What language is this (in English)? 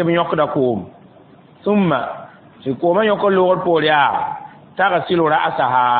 Mossi